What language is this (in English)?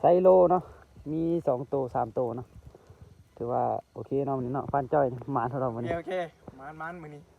Lao